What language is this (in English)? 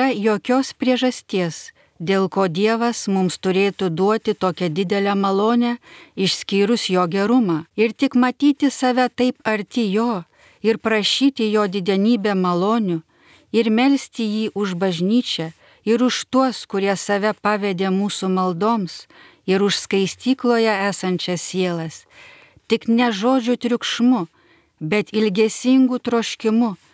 Lithuanian